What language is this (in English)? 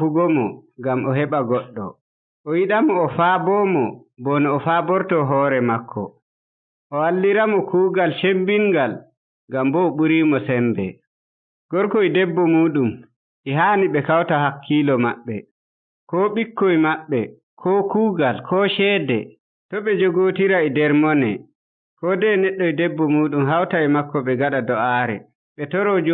Nigerian Fulfulde